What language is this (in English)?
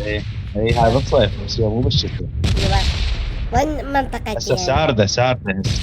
Mesopotamian Arabic